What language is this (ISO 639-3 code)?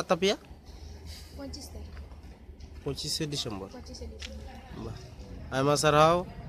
sat